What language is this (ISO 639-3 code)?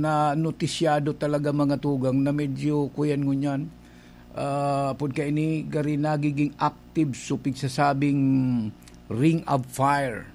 bik